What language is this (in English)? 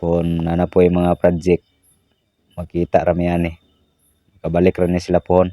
Cebuano